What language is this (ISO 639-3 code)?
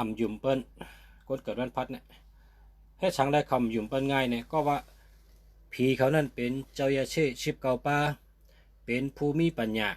shn